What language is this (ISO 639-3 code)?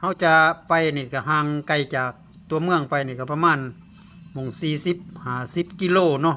lao